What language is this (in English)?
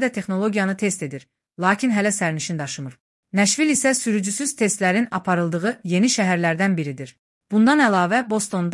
Azerbaijani